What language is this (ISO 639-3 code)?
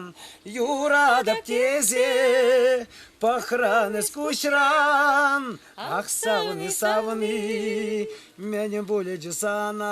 chv